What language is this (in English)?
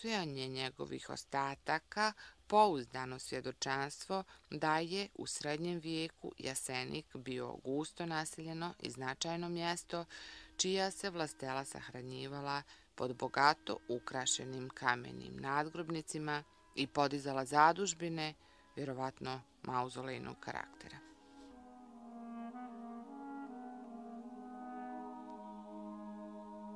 Bosnian